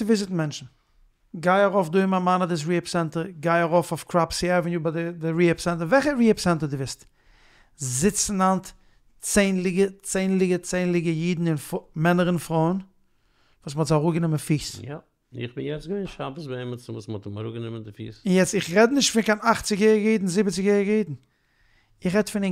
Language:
Yiddish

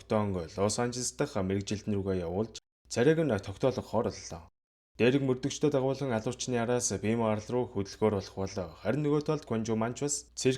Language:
Mongolian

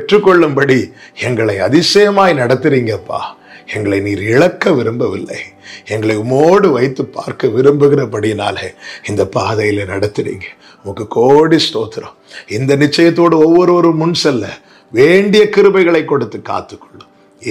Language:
Tamil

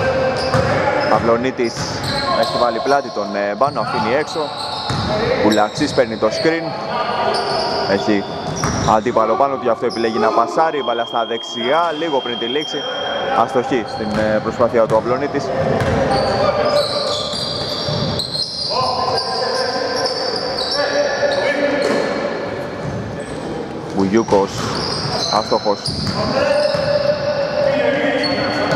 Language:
Greek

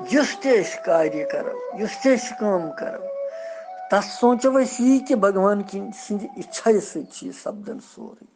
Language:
Kashmiri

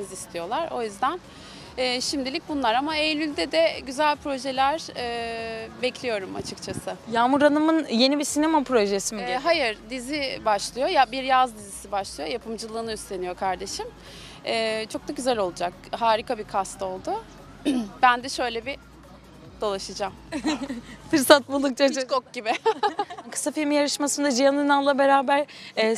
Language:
Turkish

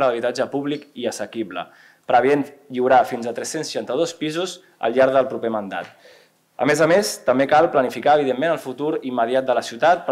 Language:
Catalan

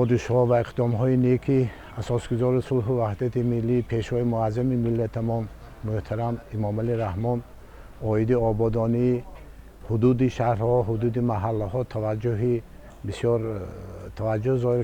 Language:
Tajik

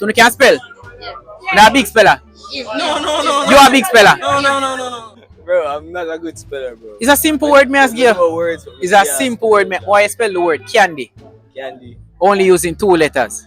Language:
Jamaican Creole English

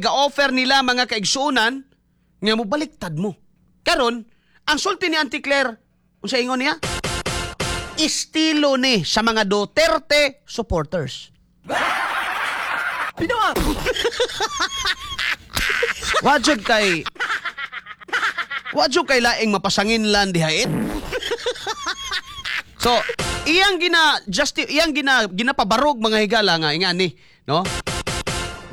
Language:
Cebuano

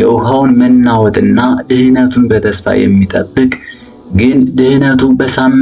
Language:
Amharic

